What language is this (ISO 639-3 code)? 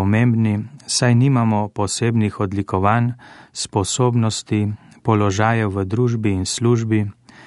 slv